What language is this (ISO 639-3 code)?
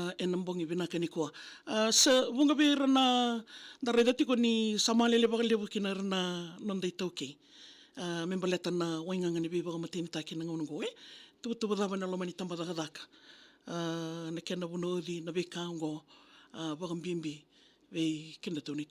fij